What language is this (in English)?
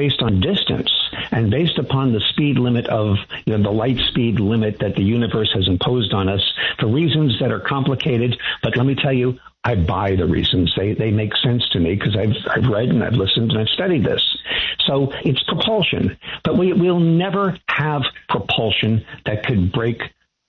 English